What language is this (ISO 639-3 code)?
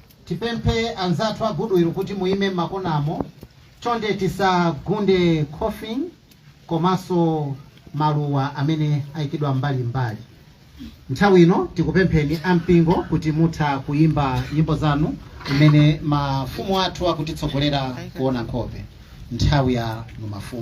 nya